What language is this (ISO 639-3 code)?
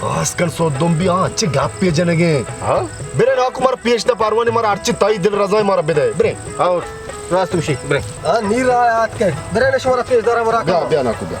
bal